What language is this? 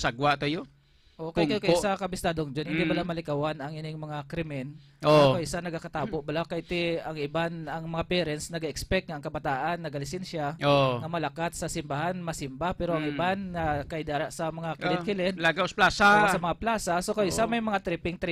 Hiligaynon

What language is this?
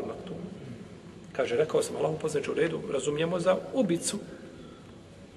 Bosnian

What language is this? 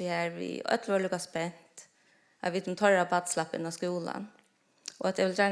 Faroese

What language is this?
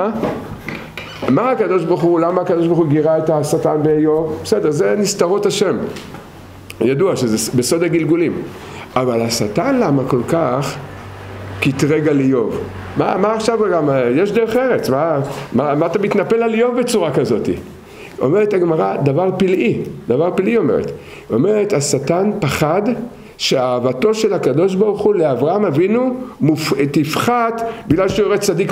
Hebrew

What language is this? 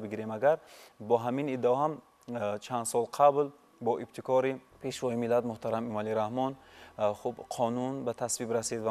Tajik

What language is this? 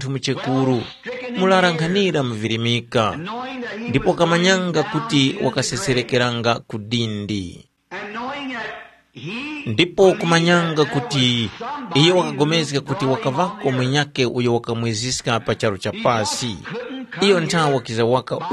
Tumbuka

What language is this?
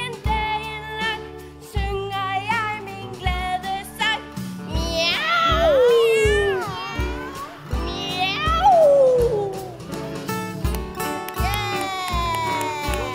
Danish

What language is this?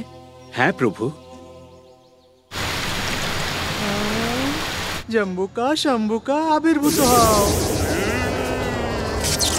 Bangla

